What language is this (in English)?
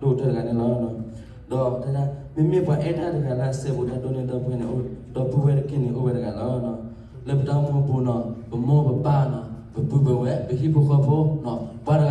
S'gaw Karen